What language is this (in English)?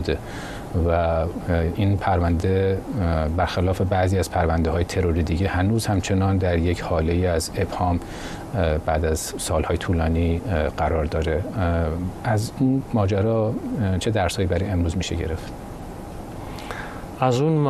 Persian